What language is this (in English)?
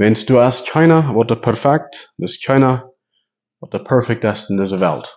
Plautdietsch